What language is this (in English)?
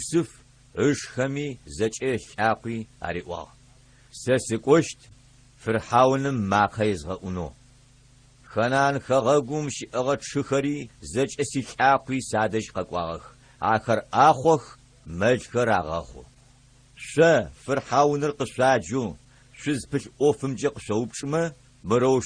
Adyghe